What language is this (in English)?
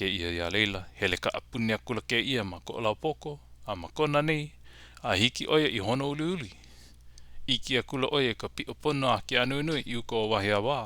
Hawaiian